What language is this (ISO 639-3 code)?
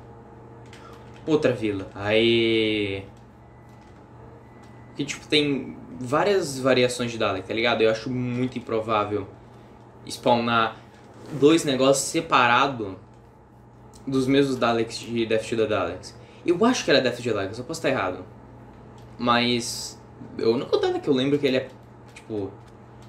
por